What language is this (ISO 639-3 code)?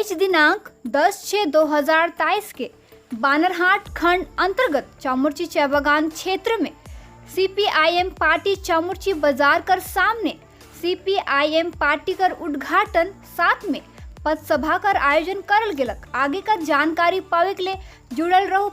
sck